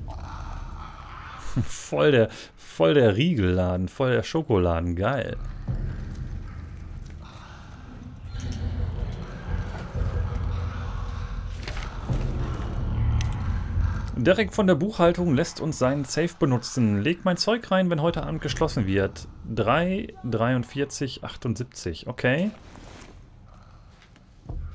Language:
German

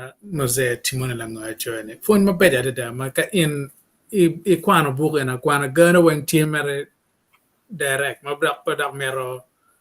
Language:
Acoli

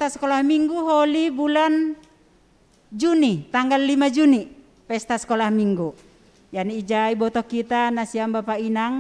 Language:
Batak Simalungun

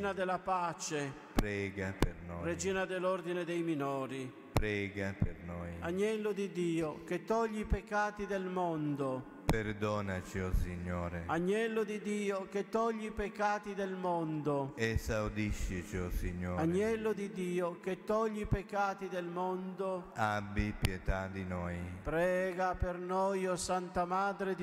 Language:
Italian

